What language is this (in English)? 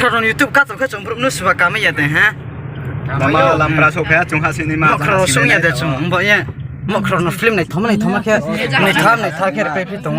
Riang (India)